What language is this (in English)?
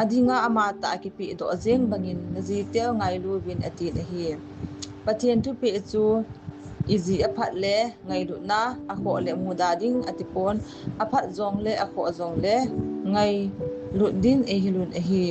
Thado Chin